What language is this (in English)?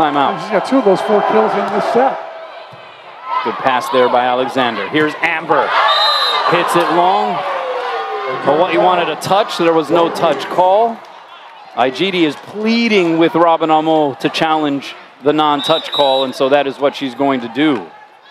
English